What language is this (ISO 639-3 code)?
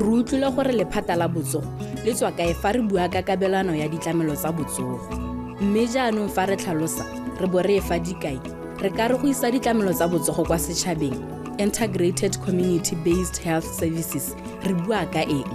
tsn